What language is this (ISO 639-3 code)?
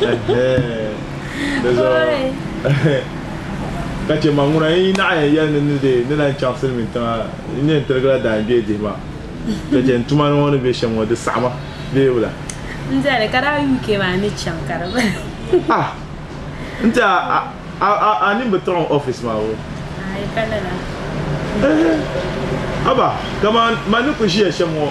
dag